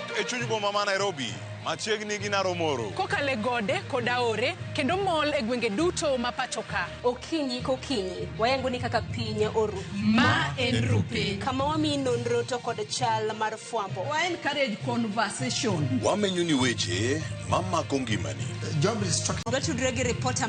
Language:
Luo (Kenya and Tanzania)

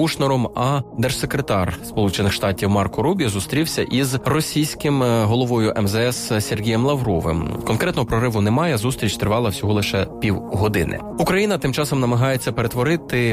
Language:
Ukrainian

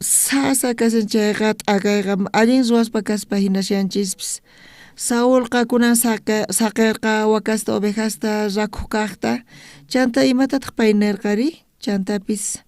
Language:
South Bolivian Quechua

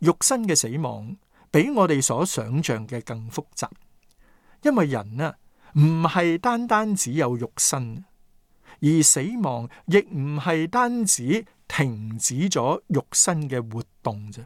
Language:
Cantonese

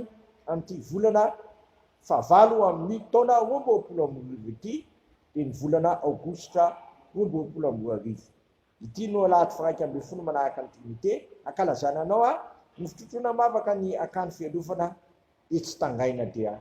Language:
Malagasy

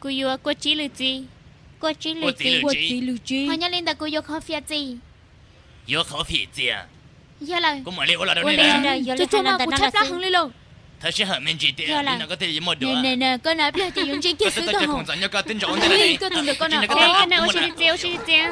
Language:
Hmong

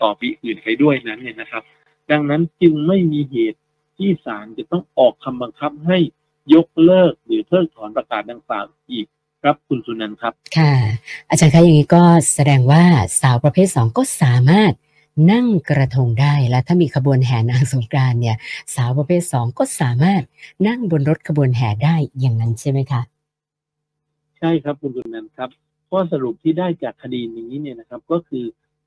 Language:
Thai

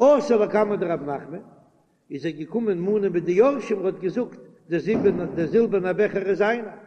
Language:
Yiddish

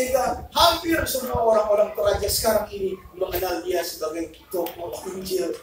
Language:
Indonesian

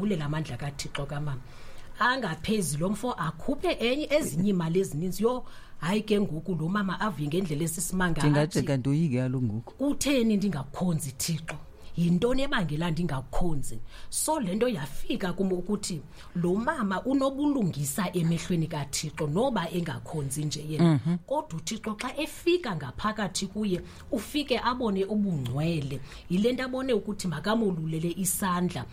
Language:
Xhosa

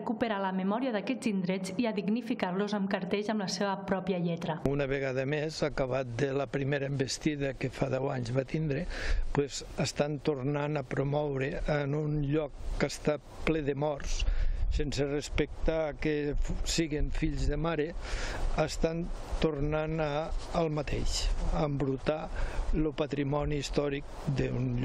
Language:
Catalan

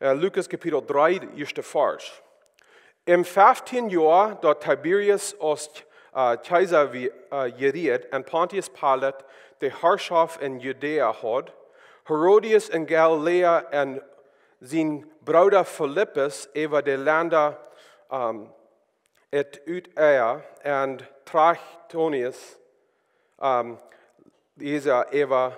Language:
Plautdietsch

